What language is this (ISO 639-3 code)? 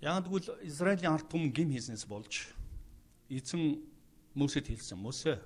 mon